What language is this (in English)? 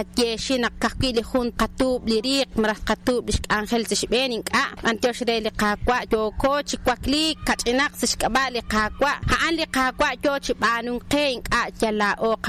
Kekchí